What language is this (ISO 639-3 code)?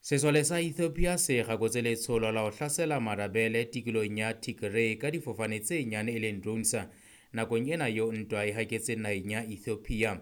sot